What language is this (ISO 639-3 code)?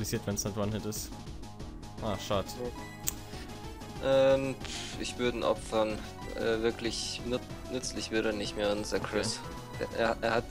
deu